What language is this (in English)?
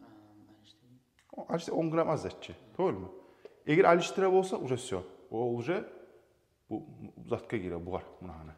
Kumyk